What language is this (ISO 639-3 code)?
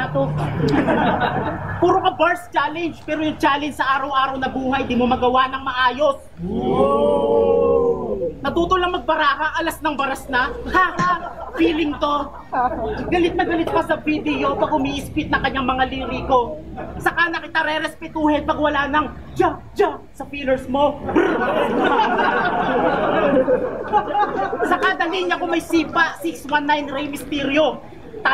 fil